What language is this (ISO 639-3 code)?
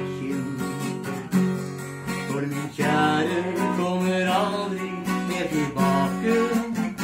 nor